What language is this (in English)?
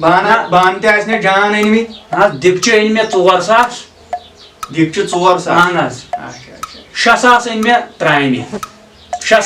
Kashmiri